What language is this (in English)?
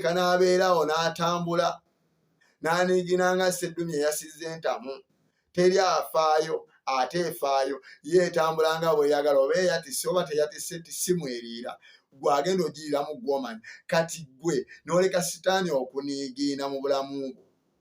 Ganda